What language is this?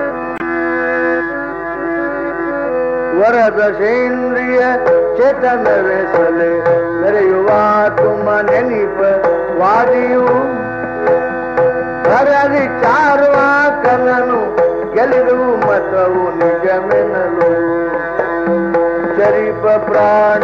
Kannada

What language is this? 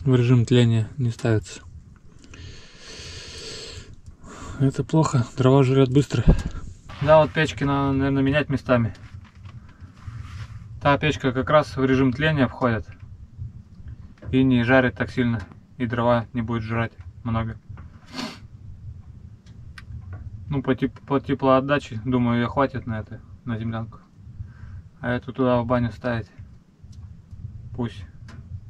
Russian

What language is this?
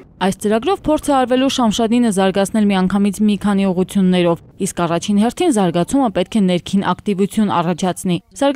Armenian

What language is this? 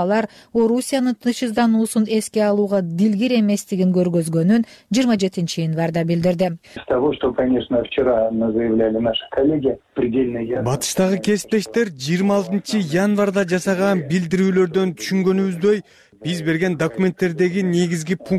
Kyrgyz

